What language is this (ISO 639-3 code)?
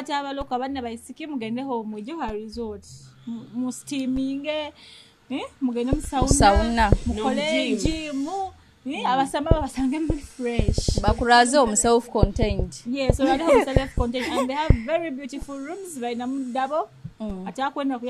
nyo